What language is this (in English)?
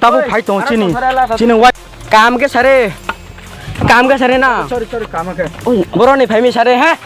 Riang (India)